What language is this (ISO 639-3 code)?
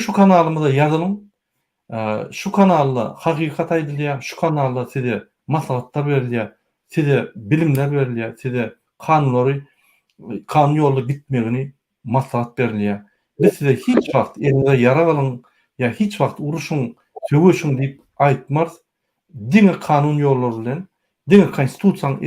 tuk